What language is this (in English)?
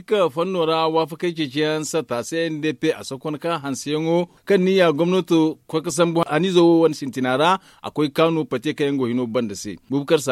Zarma